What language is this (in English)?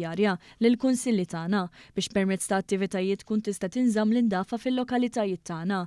Maltese